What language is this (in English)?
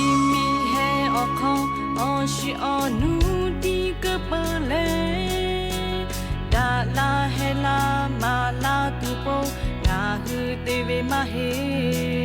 Lahu